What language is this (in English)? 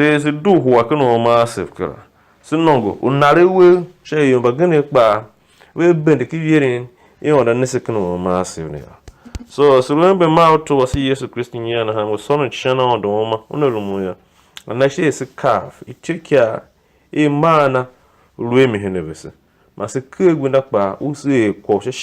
Tiv